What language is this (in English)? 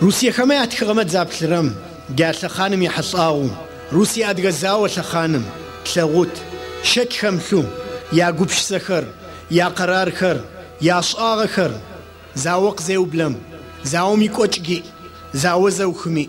Adyghe